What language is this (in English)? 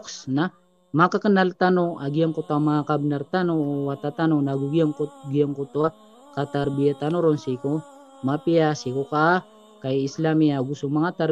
Maranao